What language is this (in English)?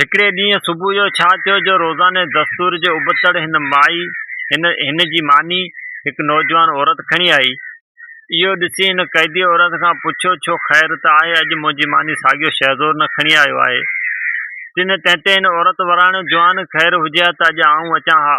Sindhi